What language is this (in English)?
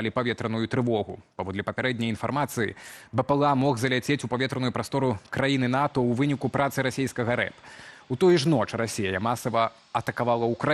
Belarusian